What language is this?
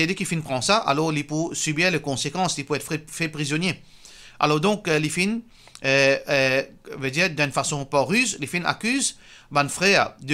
Morisyen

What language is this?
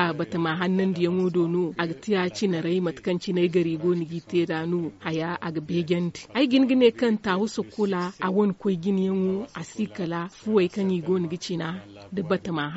Zarma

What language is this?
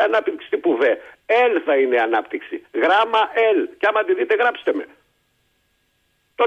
Greek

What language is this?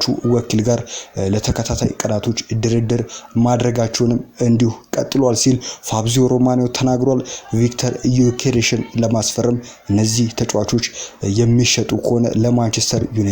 Amharic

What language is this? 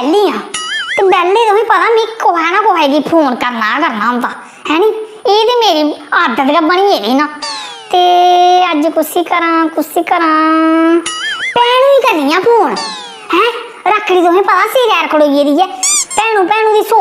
Dogri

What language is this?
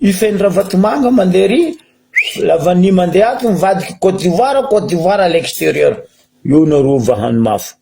Malagasy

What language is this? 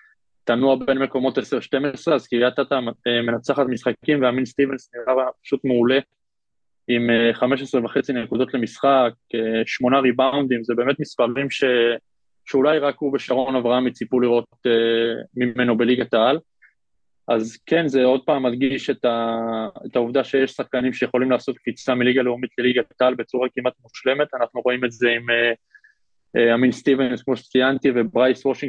Hebrew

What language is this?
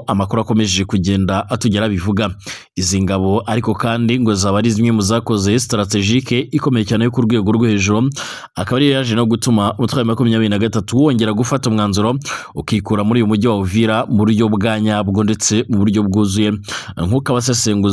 Kinyarwanda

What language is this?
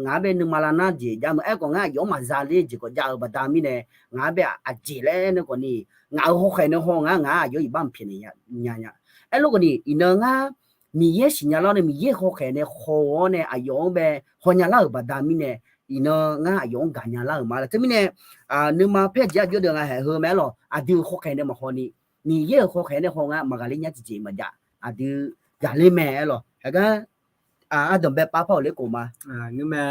Akha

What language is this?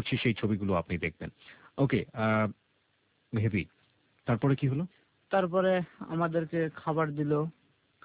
Bangla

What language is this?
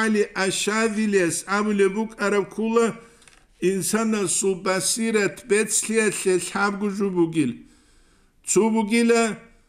Avaric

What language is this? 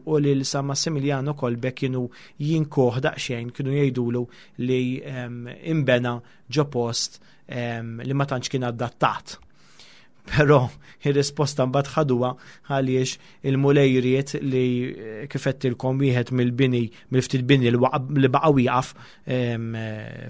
Maltese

